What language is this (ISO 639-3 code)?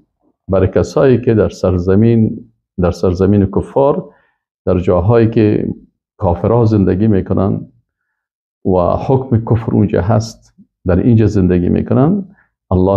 fas